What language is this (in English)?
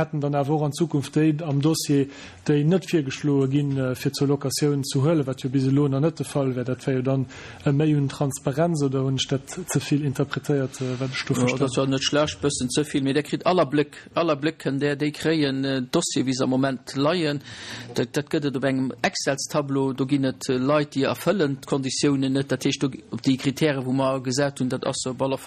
Luxembourgish